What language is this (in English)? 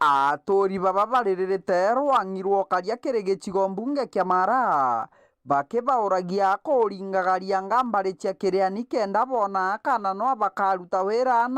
Meru